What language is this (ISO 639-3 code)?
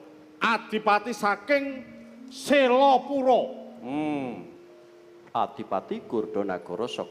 jav